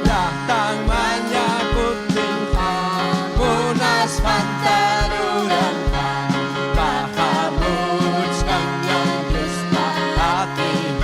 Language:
Ayacucho Quechua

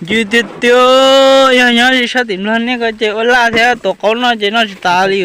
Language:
Hmong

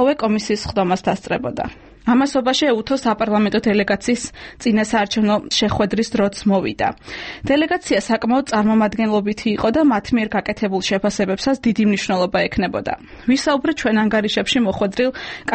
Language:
Georgian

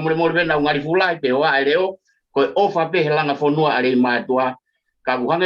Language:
Tongan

